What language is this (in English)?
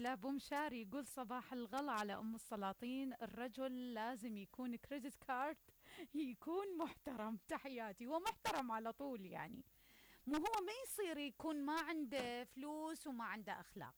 Mesopotamian Arabic